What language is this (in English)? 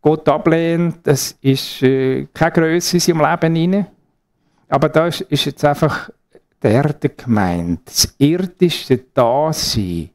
Swiss German